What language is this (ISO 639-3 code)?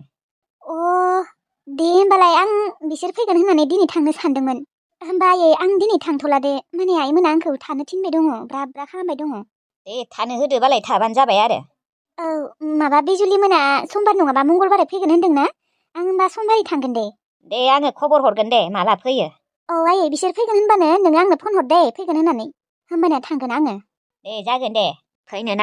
brx